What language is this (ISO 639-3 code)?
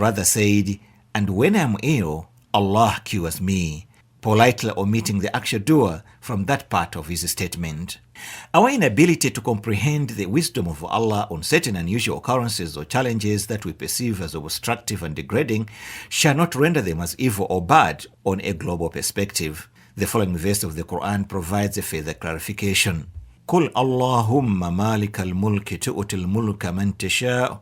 eng